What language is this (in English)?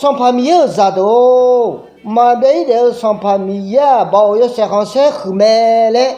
Akha